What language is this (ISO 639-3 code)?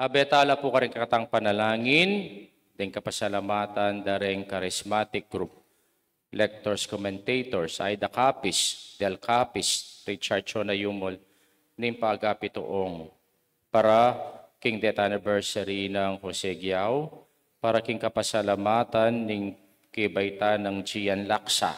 pam